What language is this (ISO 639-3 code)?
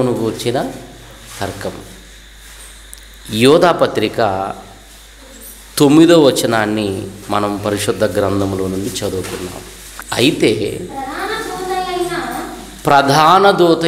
tel